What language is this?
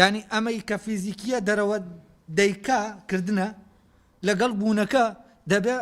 Central Kurdish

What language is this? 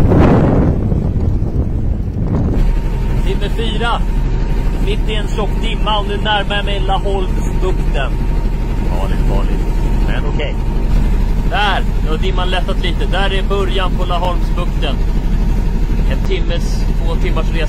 Swedish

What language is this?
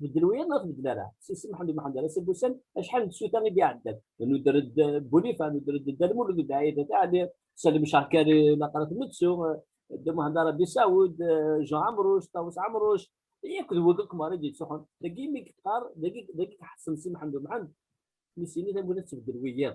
Kabyle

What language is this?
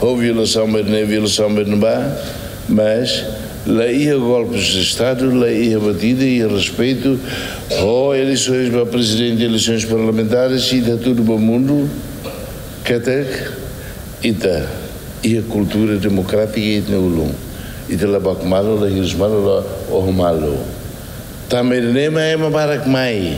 Tetum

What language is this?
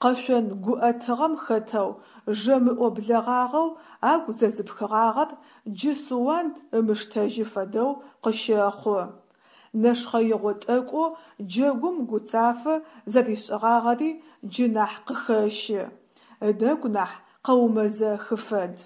Adyghe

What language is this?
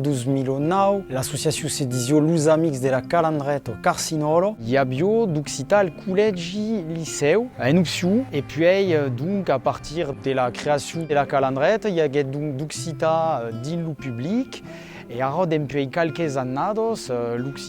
Occitan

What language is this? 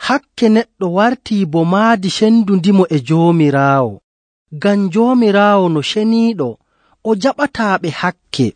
Nigerian Fulfulde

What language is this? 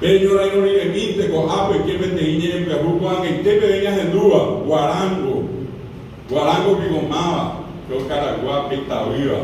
Guarani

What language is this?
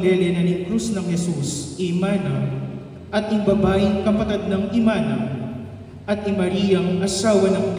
Pampanga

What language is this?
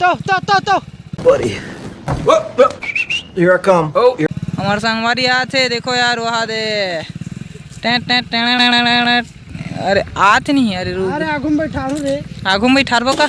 Chhattisgarhi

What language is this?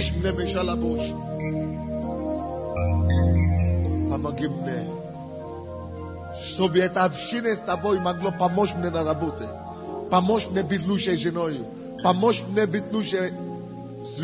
Russian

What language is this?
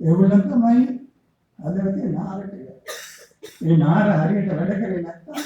Sinhala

